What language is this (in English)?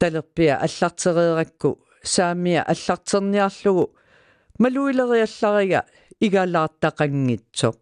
Kalaallisut